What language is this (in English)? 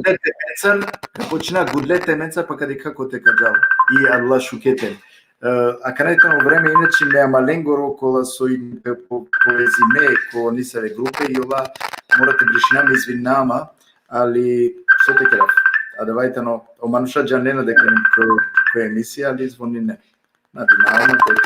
Balkan Romani